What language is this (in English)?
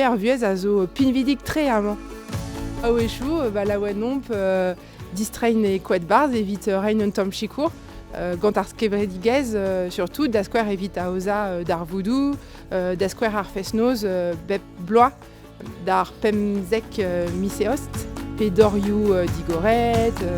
Breton